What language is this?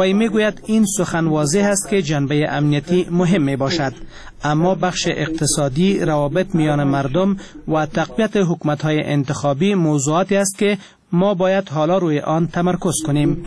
Persian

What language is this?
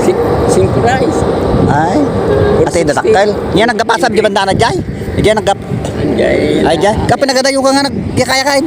Iloko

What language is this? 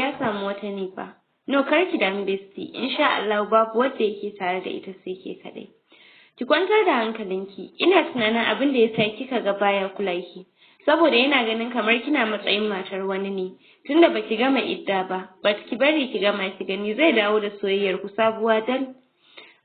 Hausa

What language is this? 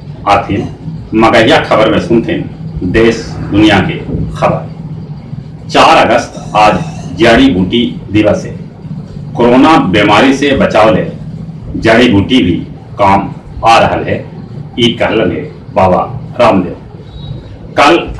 Magahi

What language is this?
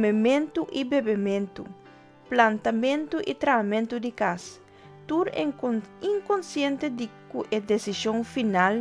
Papiamento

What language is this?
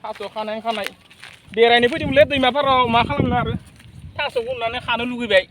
Bodo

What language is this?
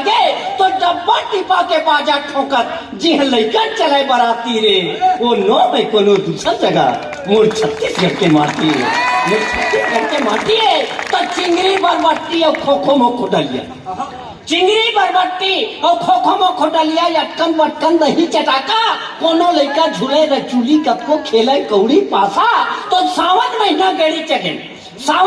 Chhattisgarhi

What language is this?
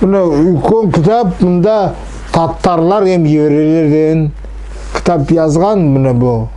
Nogai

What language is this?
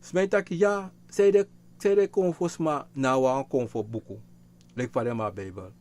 Sranan Tongo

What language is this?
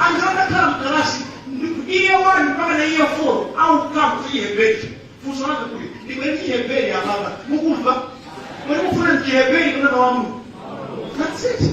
Nyanja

